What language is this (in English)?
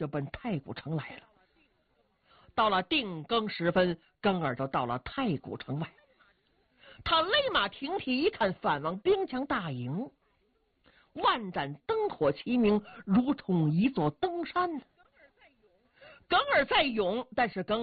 Chinese